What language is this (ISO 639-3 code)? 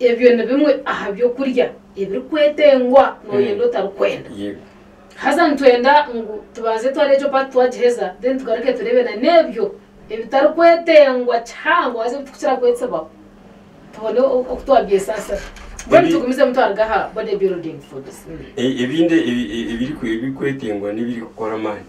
nyn